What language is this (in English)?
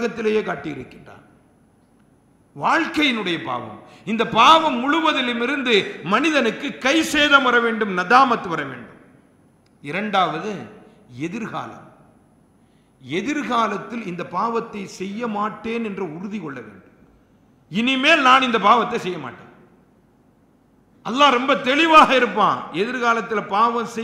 Tamil